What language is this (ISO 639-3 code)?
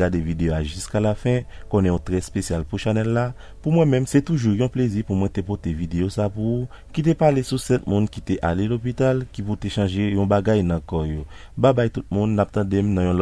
hat